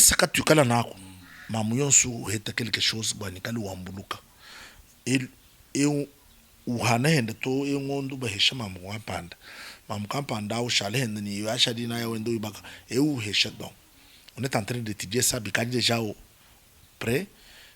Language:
Luba-Lulua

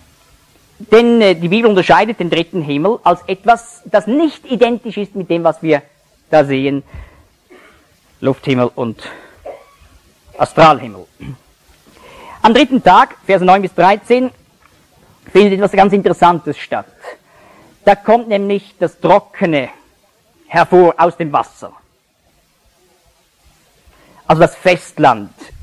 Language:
German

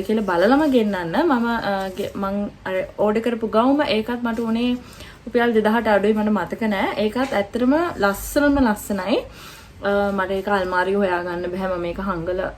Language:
Sinhala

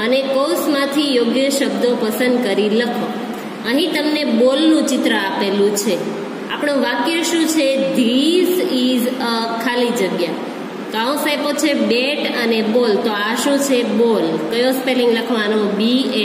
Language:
Gujarati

